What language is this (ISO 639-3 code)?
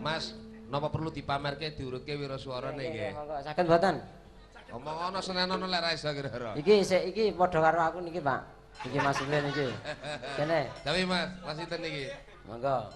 jav